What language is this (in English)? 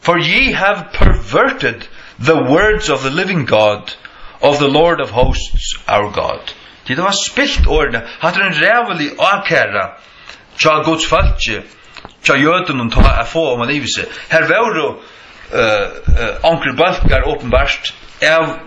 Faroese